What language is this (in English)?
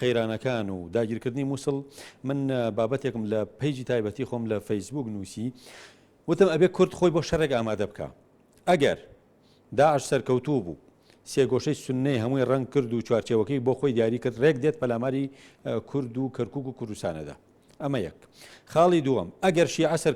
Central Kurdish